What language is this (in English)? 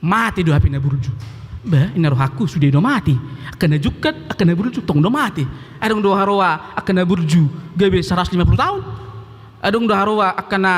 Batak Toba